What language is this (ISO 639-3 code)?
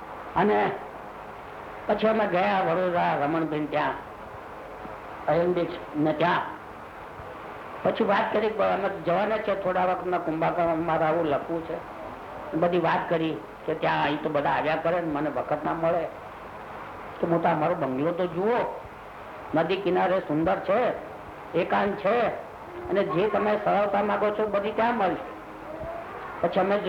guj